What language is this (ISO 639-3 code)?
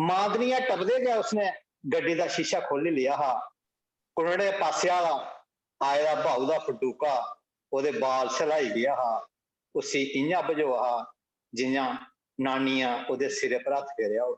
doi